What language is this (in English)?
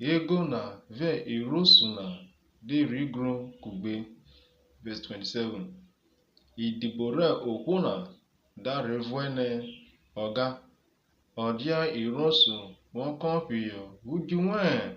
Urhobo